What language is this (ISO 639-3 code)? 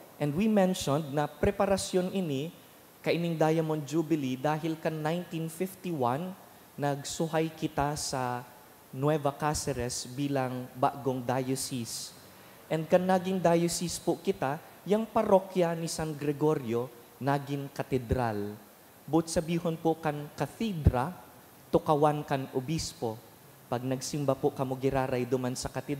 bik